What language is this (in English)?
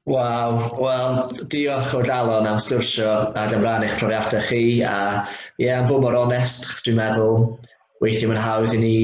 Welsh